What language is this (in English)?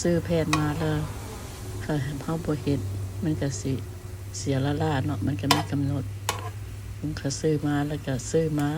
Lao